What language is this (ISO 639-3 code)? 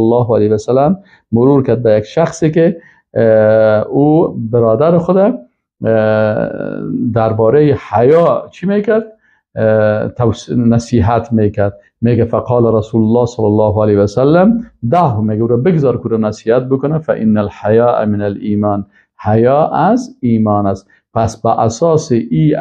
fas